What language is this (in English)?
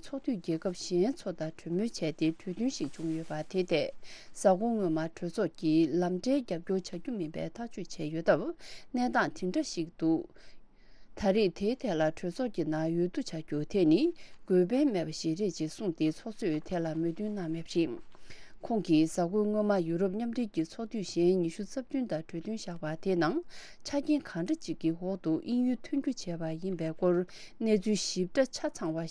Tibetan